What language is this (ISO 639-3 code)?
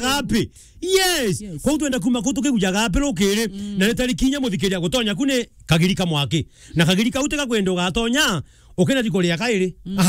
mer